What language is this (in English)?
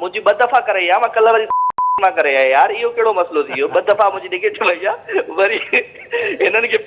Sindhi